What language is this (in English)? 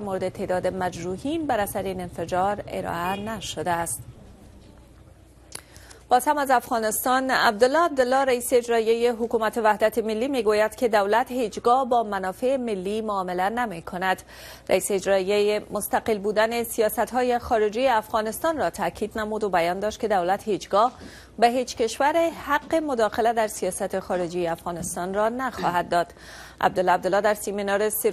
Persian